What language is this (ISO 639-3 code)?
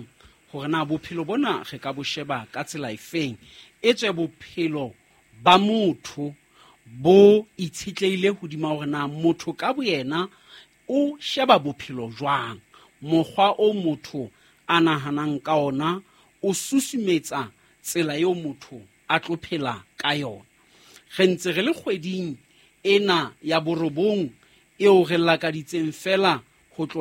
sot